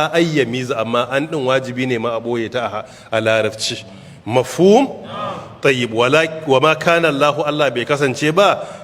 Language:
Hausa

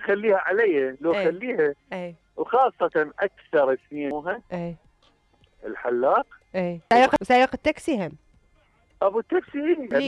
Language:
Mesopotamian Arabic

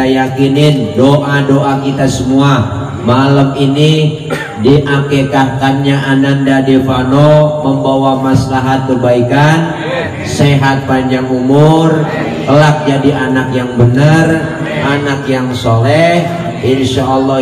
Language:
Betawi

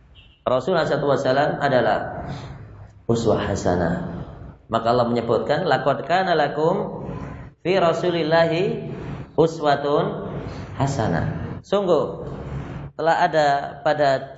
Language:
Indonesian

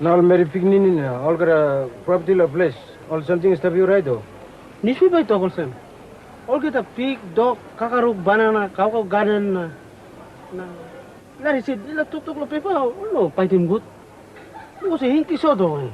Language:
Tok Pisin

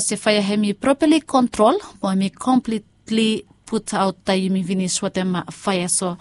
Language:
Bislama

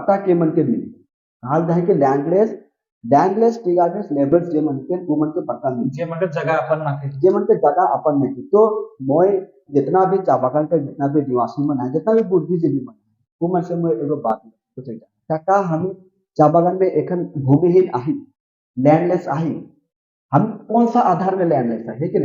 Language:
Sadri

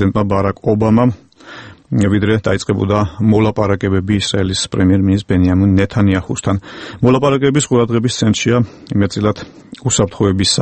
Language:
Georgian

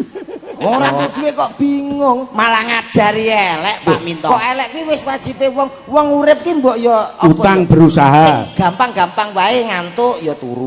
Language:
Javanese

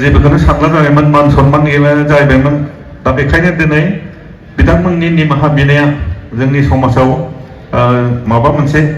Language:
Bodo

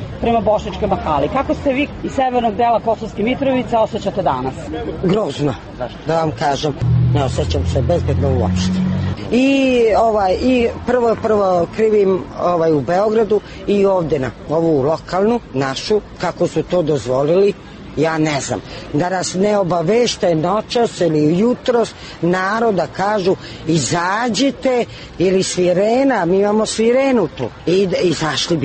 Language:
Serbian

